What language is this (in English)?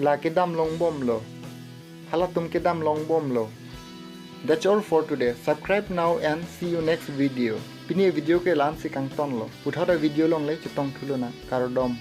Karbi